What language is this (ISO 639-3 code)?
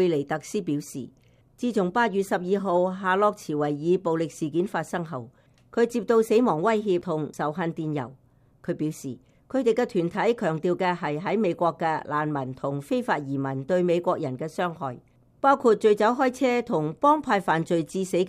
yue